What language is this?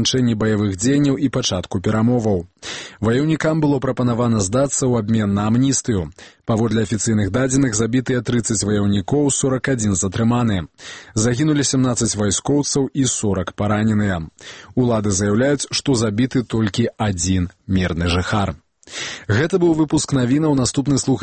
Belarusian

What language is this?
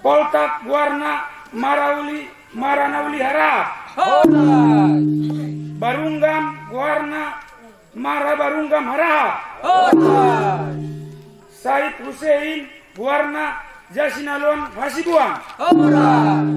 Batak Angkola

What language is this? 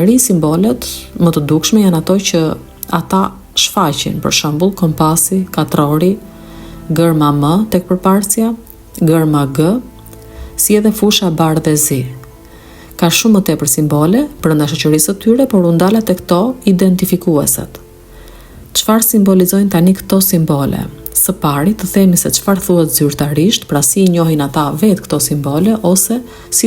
Albanian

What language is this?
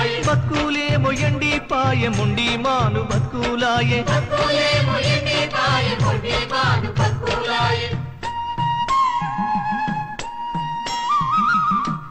Telugu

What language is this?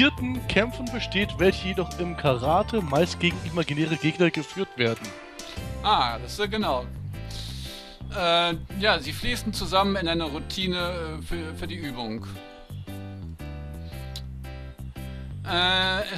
German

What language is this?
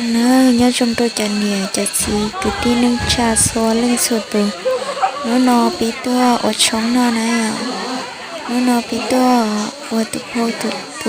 Hmong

